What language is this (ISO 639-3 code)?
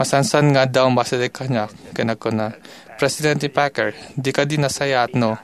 ilo